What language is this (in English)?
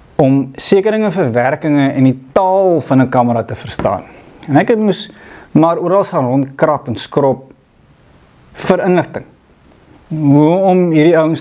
Afrikaans